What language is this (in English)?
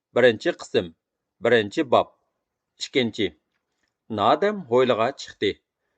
Uyghur